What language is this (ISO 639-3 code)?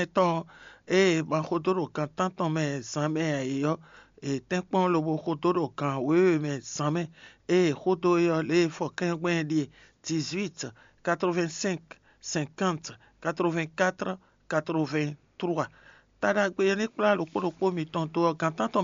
fon